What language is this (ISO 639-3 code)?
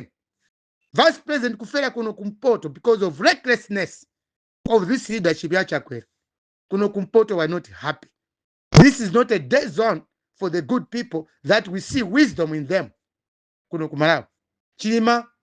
nya